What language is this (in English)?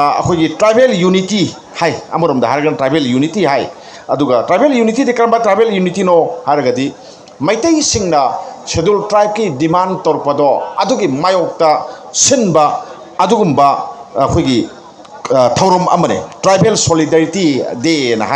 Manipuri